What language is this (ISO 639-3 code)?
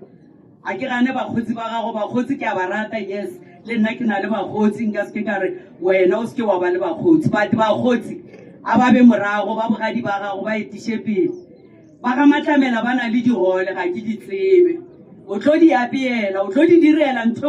nso